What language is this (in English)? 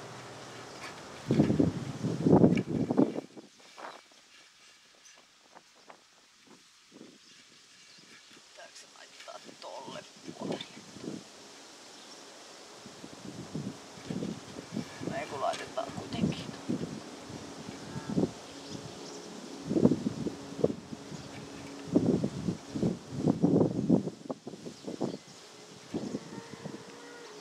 Finnish